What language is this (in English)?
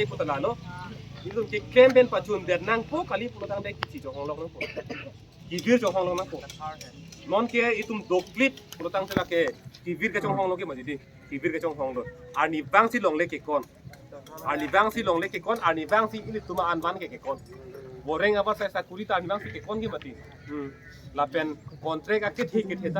Karbi